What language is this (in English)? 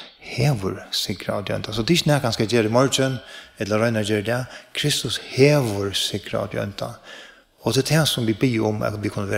Faroese